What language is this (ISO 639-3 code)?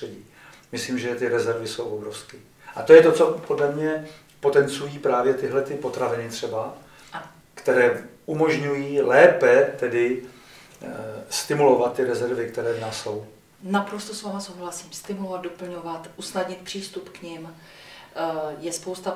ces